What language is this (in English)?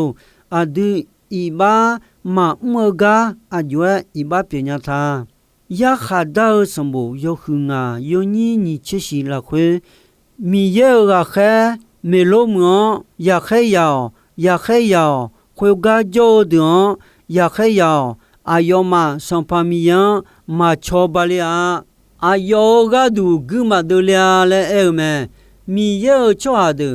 Akha